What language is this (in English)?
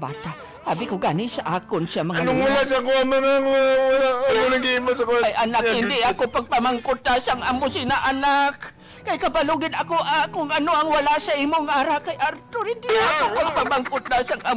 Hiligaynon